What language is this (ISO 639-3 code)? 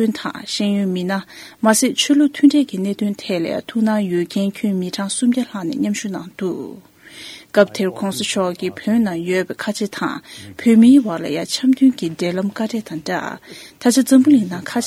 bod